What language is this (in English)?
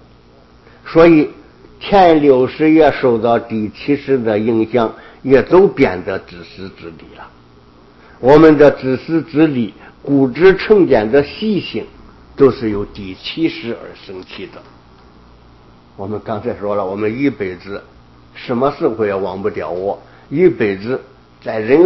Chinese